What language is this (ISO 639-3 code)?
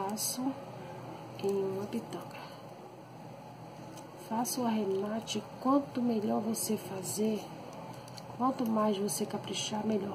por